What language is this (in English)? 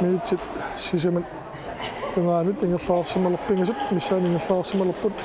Kalaallisut